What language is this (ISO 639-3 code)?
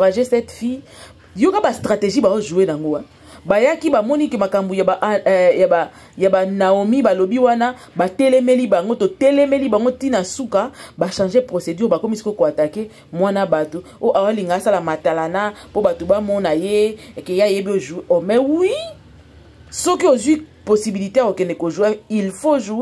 lin